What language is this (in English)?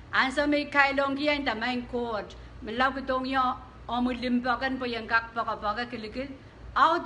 Pohnpeian